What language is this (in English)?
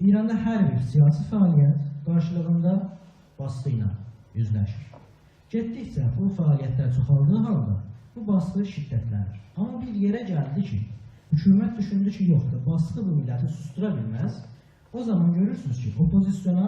South Azerbaijani